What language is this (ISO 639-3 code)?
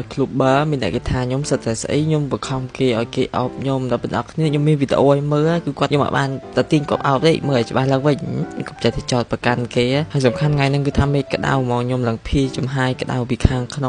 khm